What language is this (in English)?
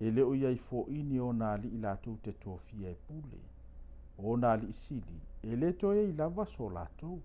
Samoan